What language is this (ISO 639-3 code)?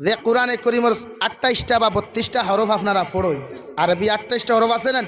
syl